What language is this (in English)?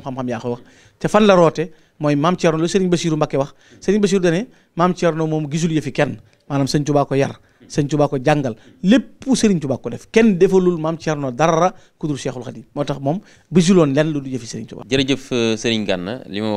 Wolof